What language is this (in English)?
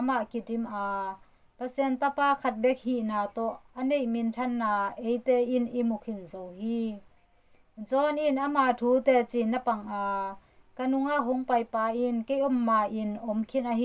Tedim Chin